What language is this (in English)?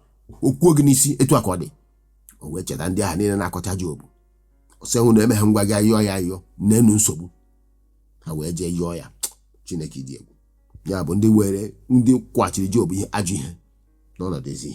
Igbo